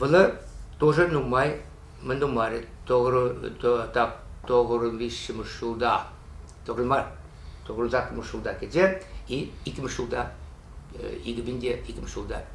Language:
Chuvash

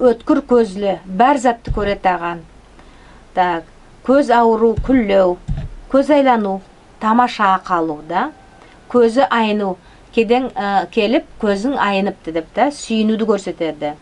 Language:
Nogai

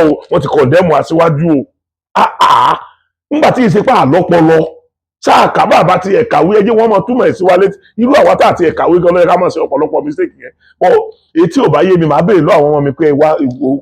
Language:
Yoruba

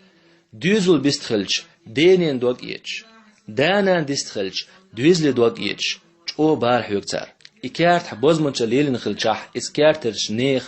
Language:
Chechen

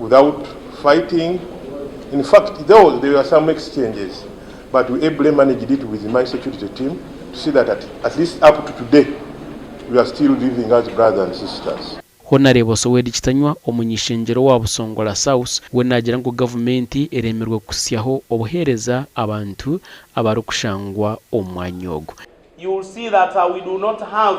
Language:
Nyankole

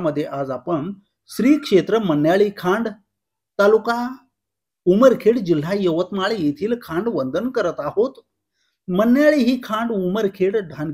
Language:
Marathi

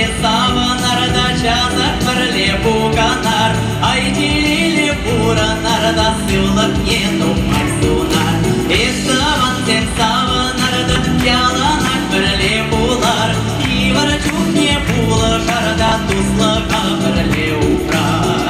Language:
Chuvash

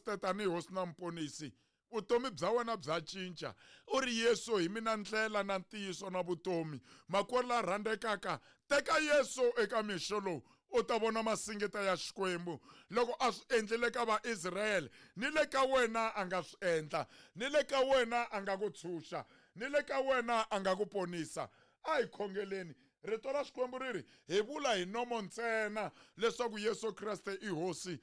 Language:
Tsonga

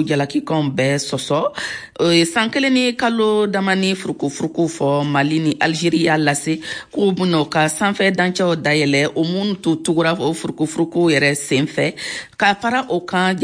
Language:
Bambara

